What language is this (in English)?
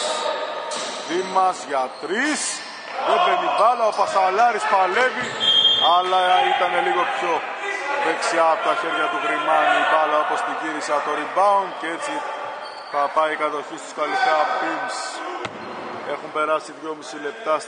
Greek